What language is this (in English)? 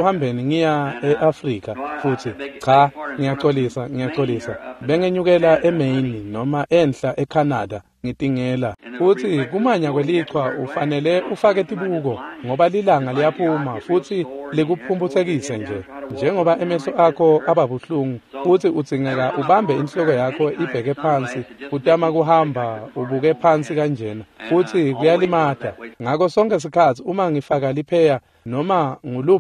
Swati